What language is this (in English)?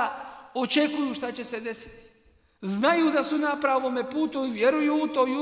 Bosnian